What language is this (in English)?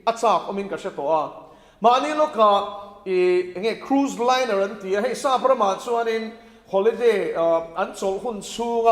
Mizo